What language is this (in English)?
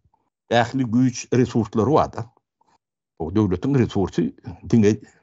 Turkmen